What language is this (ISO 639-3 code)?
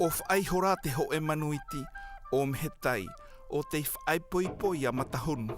tah